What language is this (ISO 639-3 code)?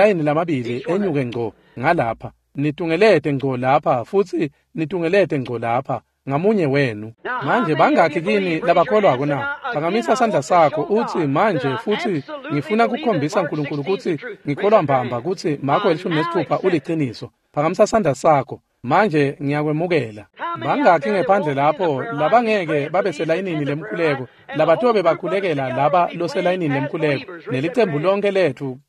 ssw